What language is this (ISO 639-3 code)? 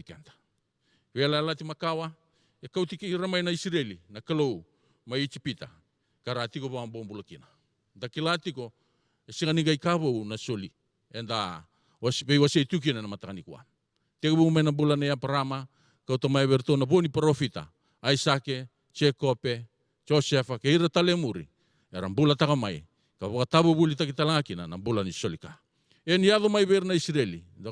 fij